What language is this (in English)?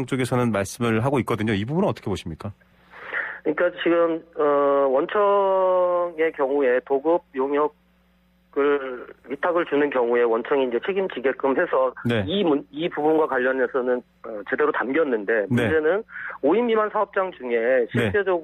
Korean